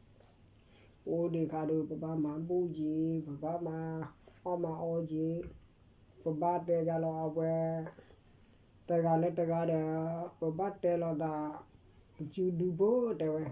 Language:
S'gaw Karen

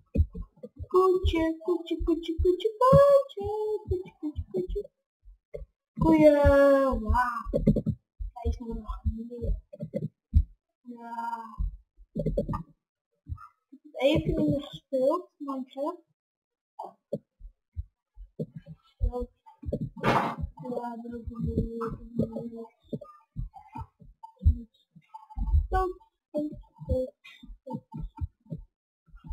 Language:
Dutch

